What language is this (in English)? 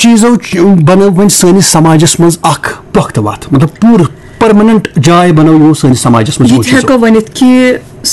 Kashmiri